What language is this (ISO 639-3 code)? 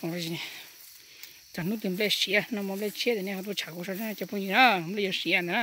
hmn